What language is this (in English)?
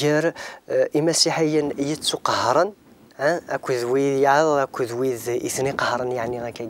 Kabyle